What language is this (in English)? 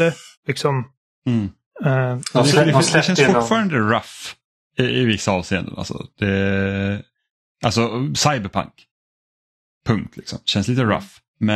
Swedish